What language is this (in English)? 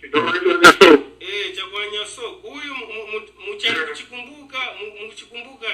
Tumbuka